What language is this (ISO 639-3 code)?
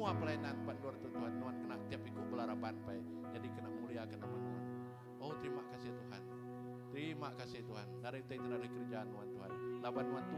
iba